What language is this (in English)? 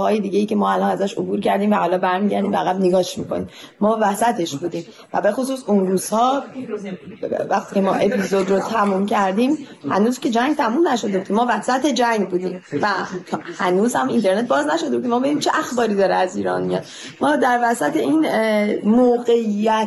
Persian